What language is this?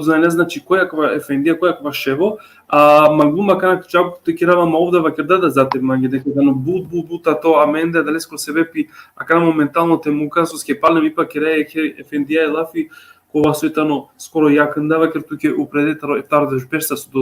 Balkan Romani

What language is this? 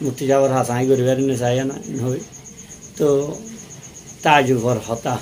Rohingya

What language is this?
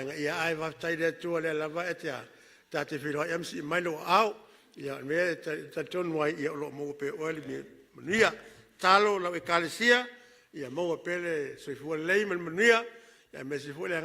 Samoan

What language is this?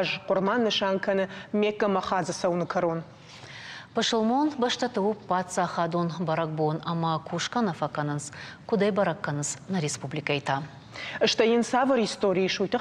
Ossetic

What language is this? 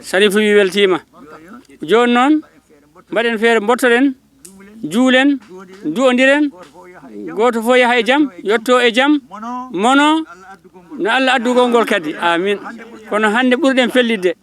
Fula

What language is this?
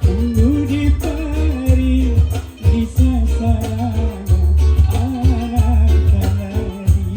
Banjar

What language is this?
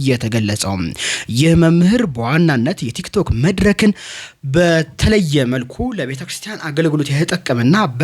Amharic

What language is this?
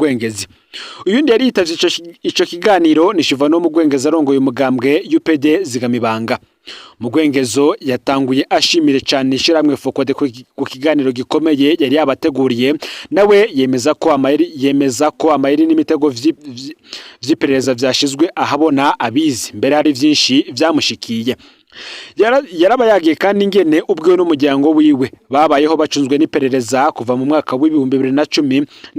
Rundi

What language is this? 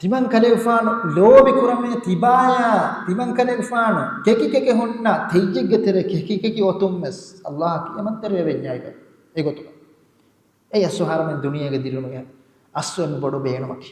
Divehi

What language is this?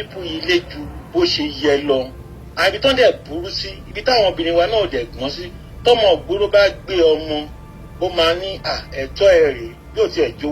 Yoruba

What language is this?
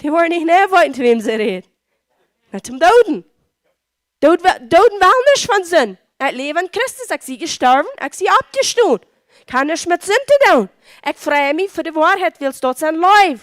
Plautdietsch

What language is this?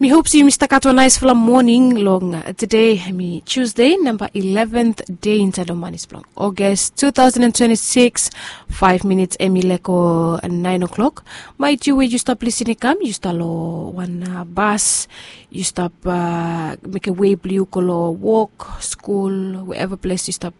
Bislama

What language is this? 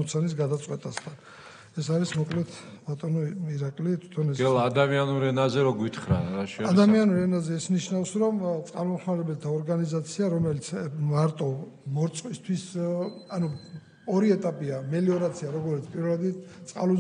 Georgian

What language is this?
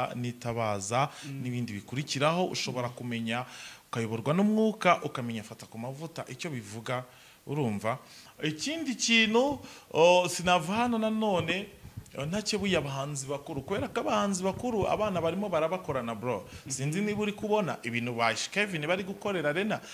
Kinyarwanda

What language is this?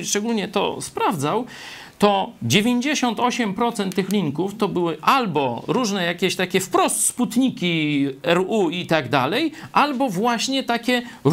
Polish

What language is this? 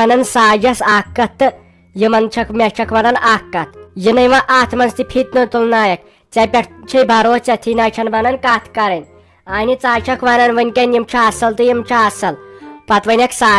Kashmiri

